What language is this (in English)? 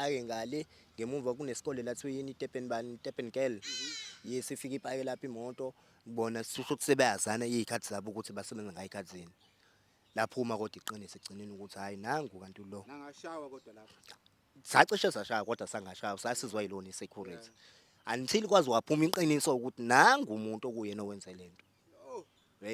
Zulu